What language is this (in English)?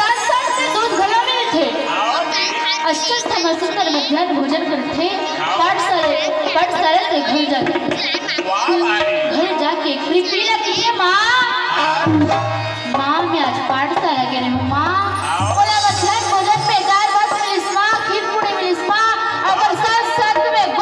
Chhattisgarhi